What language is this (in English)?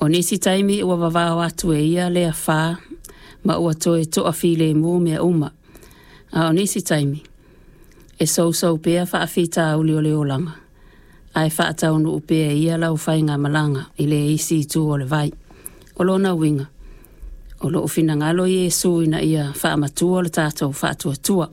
Samoan